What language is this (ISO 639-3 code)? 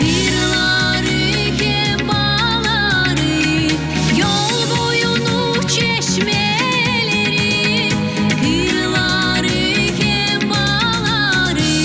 gag